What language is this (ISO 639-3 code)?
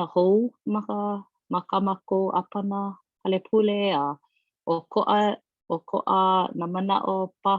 haw